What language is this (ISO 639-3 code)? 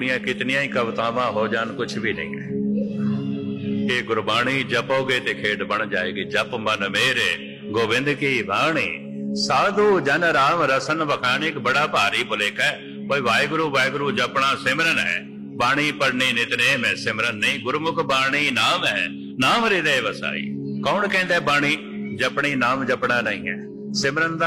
pan